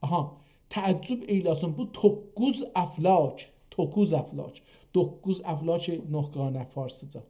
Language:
South Azerbaijani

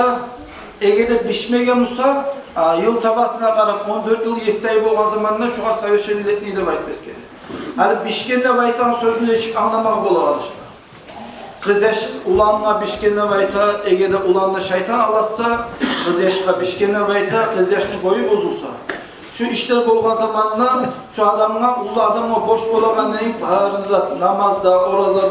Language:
Kumyk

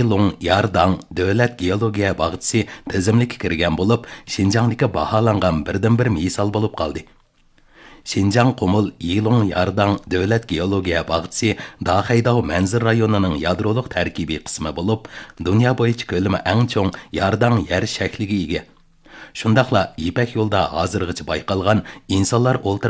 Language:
Uyghur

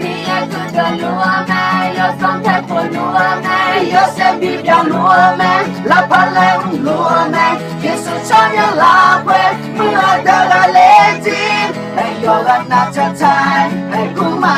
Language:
Akha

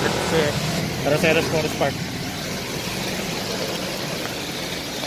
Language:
Filipino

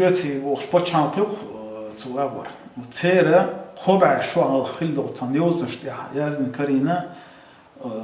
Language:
Chechen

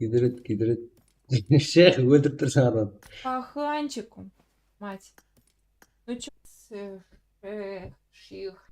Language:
Kara-Kalpak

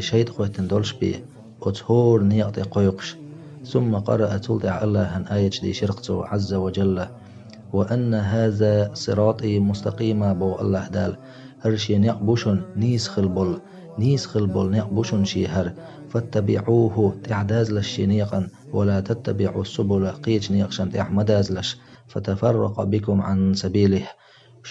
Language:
Chechen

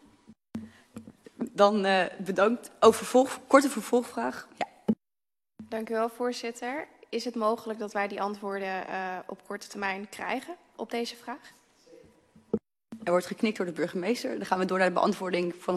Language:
Dutch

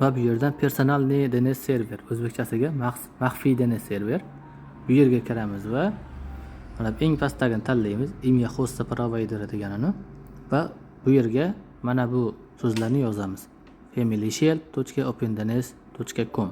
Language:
Uzbek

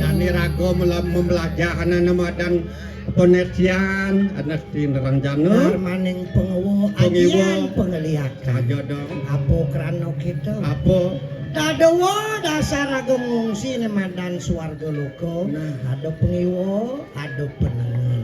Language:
Balinese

